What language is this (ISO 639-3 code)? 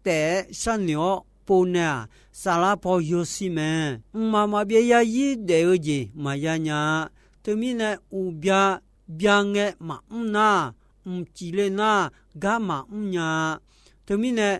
ahk